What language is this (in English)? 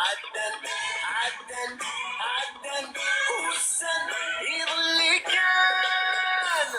Kabyle